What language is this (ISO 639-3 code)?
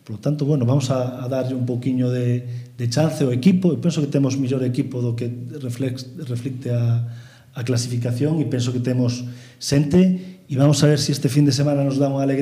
glg